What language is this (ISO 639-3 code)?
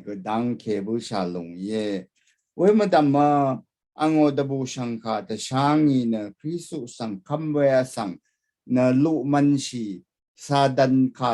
raw